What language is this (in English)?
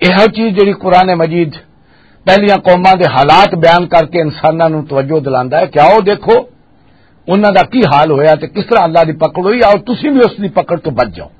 Western Panjabi